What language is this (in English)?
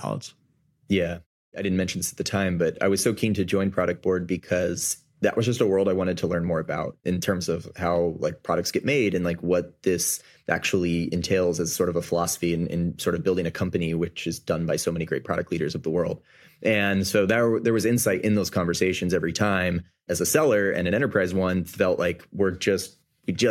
English